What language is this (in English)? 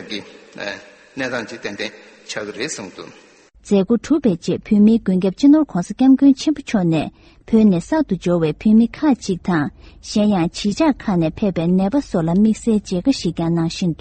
Tibetan